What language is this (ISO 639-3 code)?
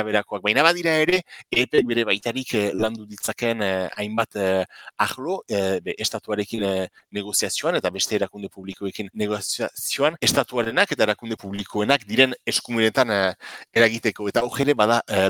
eus